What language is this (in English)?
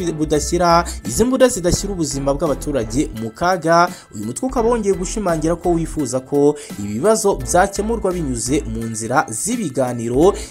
Kinyarwanda